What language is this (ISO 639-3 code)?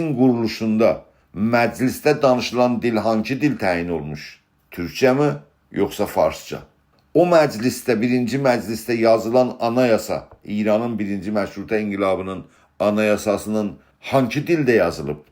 azb